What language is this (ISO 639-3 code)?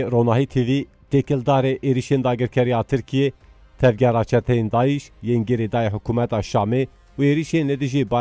kur